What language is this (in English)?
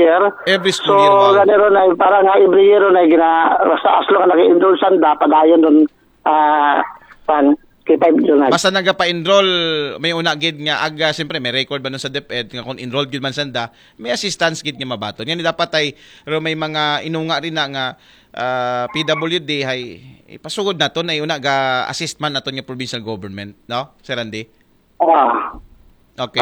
Aklanon